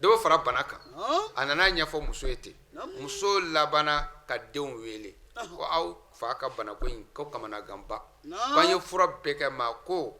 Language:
Bambara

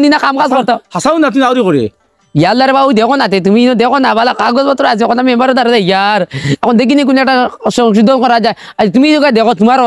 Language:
Sylheti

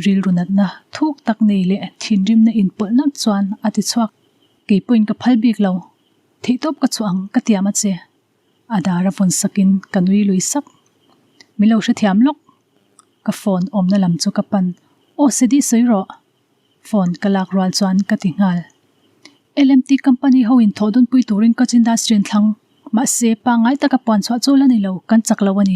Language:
Mizo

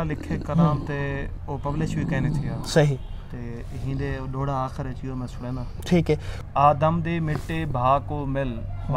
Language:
Saraiki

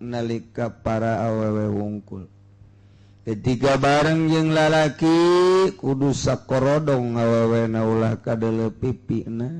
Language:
Sundanese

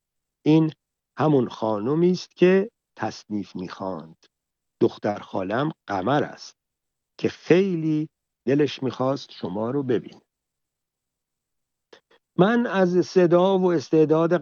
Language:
Persian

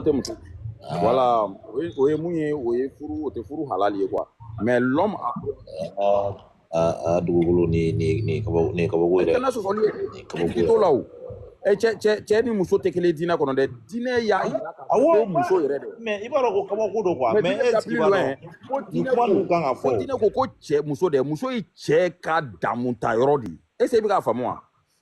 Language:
Bambara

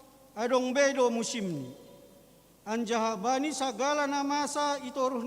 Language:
Batak Simalungun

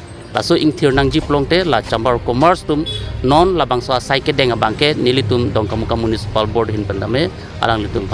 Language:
Karbi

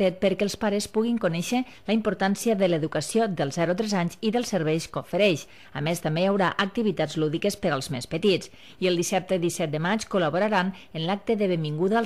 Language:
Catalan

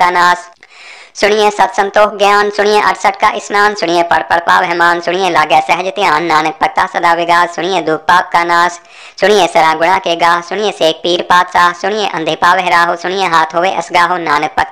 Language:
Punjabi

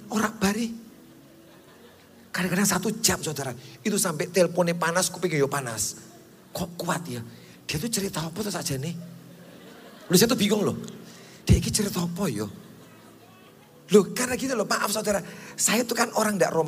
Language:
Indonesian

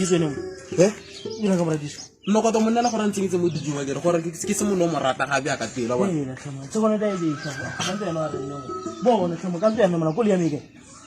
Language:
Tswana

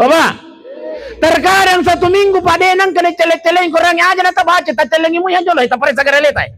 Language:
Buginese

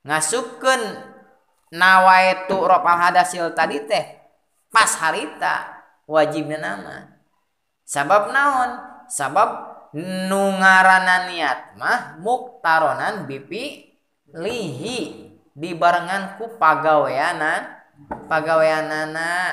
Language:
Sundanese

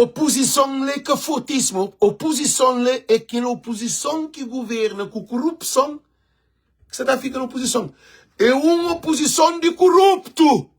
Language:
Kabuverdianu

